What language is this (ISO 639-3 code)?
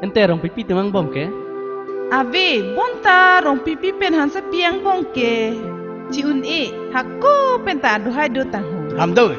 mjw